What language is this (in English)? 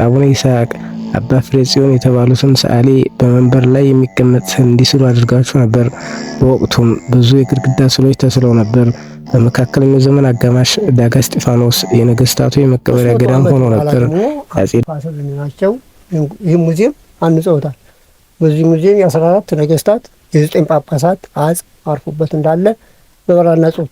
Amharic